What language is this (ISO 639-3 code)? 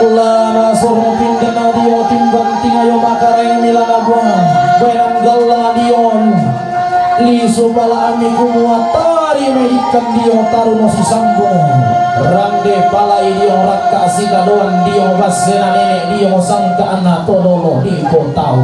sda